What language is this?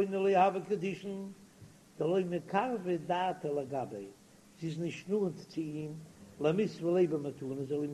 Yiddish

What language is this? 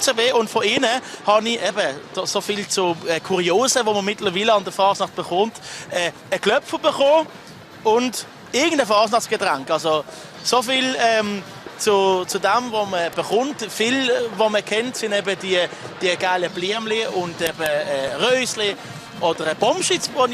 Swiss German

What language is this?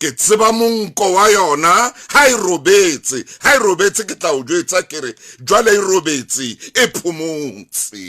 Southern Sotho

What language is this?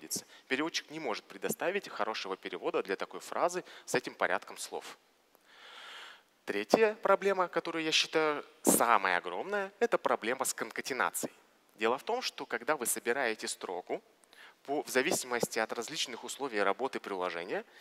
Russian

